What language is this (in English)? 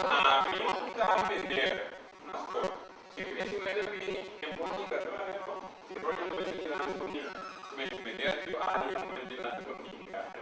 Papiamento